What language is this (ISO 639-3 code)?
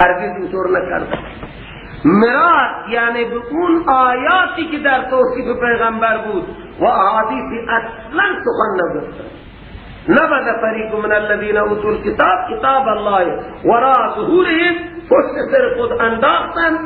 fas